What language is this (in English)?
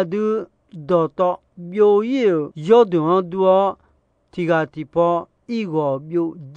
Akha